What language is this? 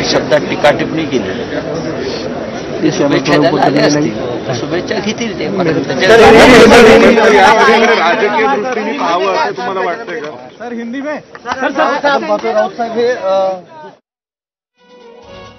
Marathi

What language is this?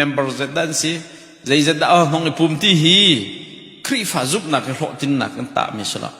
Hakha Chin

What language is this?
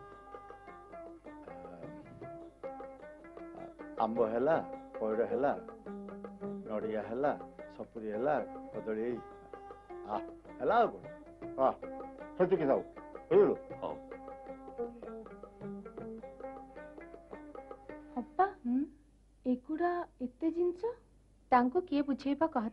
Odia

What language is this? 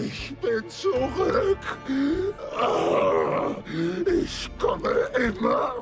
Swiss German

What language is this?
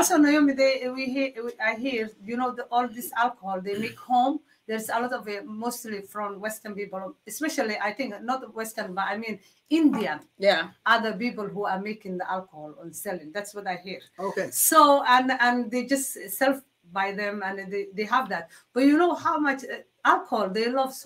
English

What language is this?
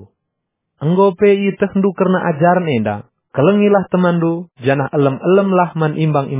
Batak Karo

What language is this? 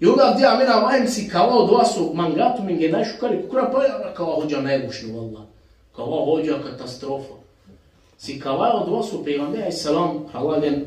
Balkan Romani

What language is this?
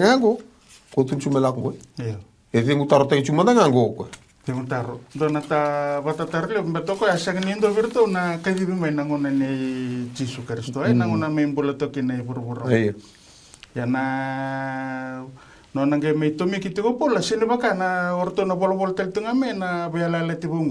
Fijian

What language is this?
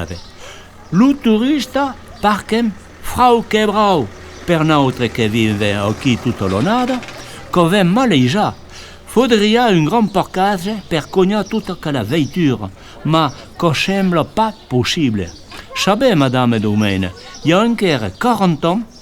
Occitan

